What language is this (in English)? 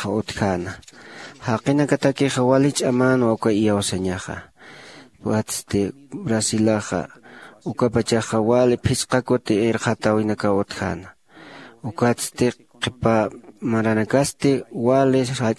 Aymara